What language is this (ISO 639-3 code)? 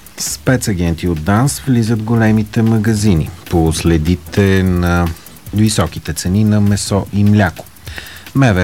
bul